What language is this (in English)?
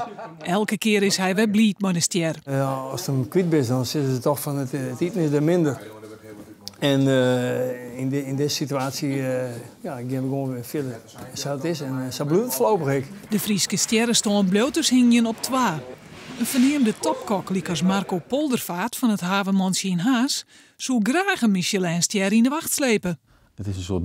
Western Frisian